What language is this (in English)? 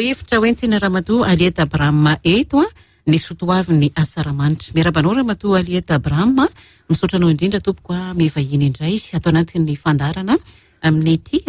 Malagasy